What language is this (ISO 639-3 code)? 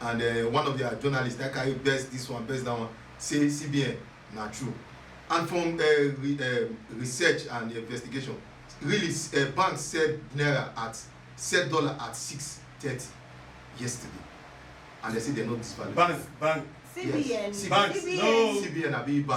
pcm